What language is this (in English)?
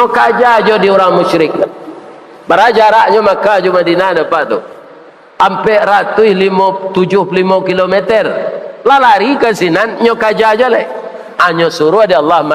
Minangkabau